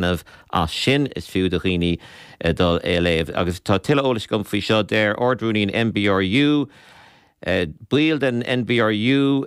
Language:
Irish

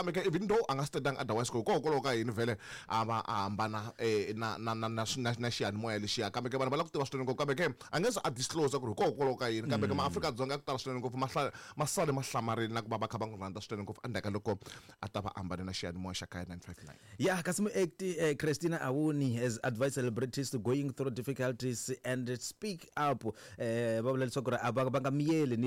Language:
Tsonga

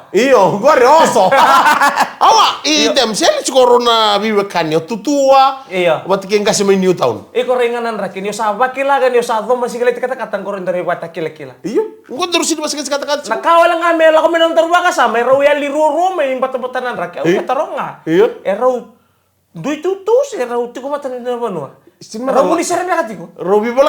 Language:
Fijian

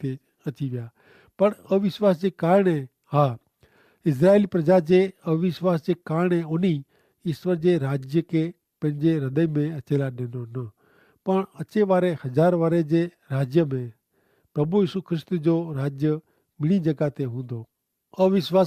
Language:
Kachhi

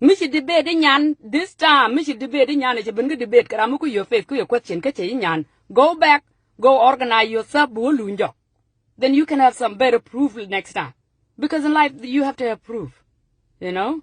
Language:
Nuer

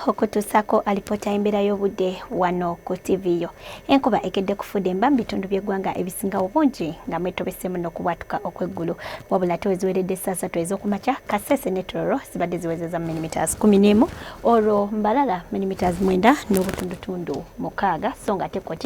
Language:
Ganda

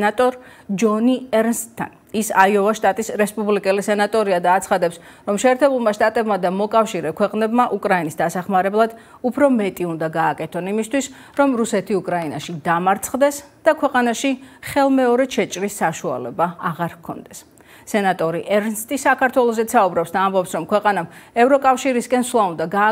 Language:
Georgian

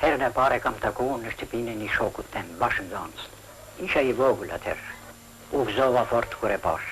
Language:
Albanian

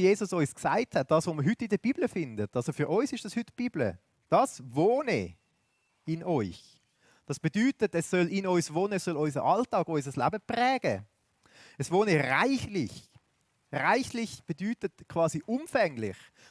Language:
Swiss German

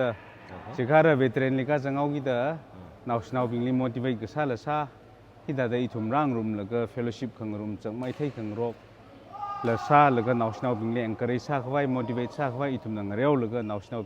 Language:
Tangkhul Naga (India)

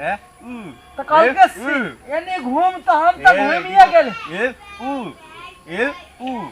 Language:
Maithili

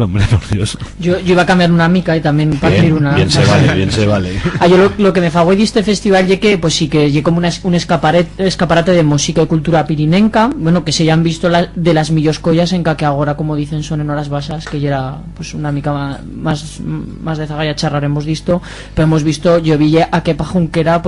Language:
Aragonese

